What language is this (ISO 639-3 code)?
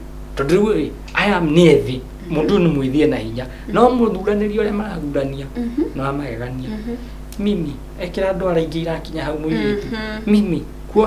kik